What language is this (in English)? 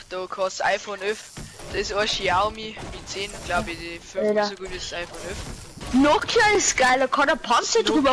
Bavarian